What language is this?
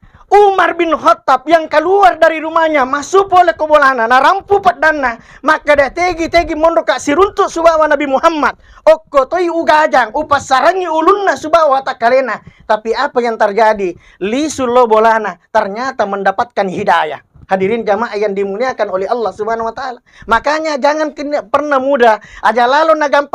Buginese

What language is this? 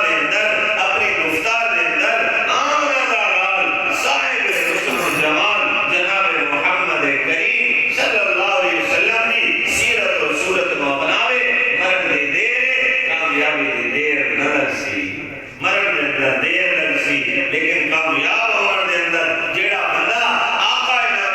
Saraiki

